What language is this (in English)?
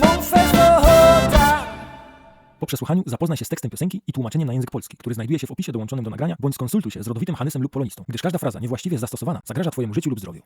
Silesian